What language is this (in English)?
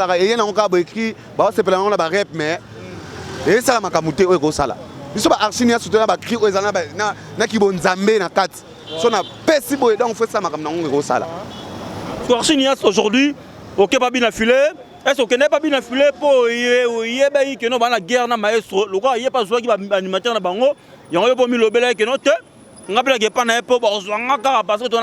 Lingala